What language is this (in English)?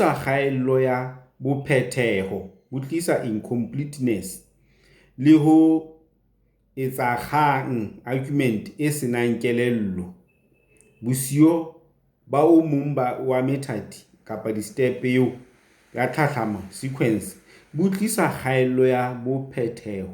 Southern Sotho